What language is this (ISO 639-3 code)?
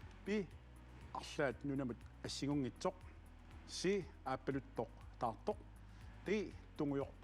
kal